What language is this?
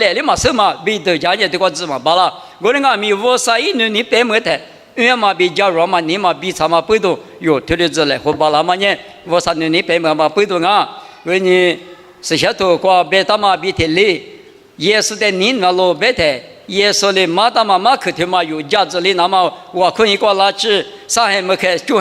Lisu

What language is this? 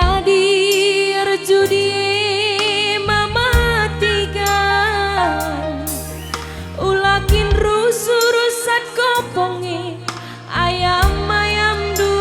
Batak Karo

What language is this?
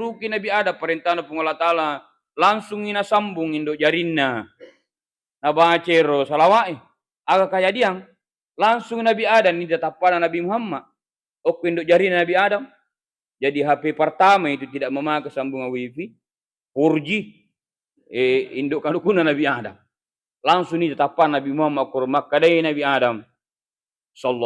Buginese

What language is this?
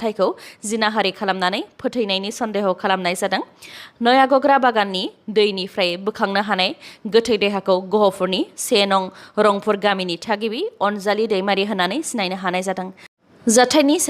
Bodo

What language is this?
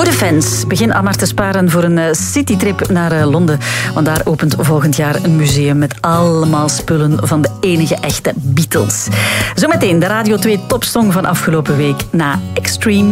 Dutch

